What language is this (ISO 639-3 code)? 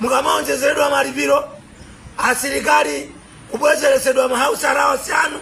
nya